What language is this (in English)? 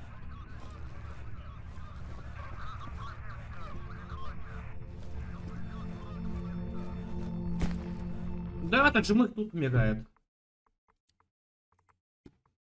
Russian